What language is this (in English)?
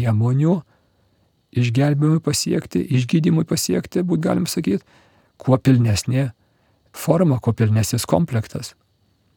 Lithuanian